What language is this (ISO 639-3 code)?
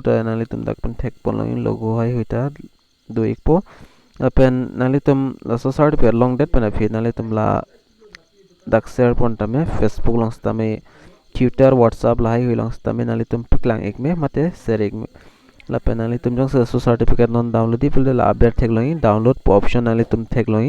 mjw